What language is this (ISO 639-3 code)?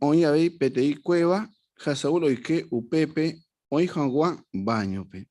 grn